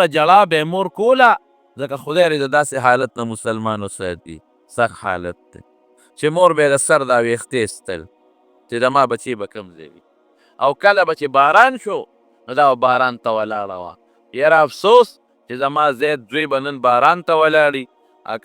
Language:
Pashto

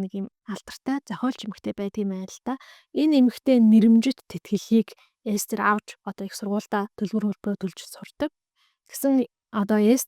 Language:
Mongolian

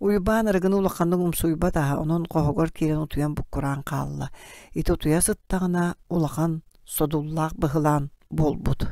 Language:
Yakut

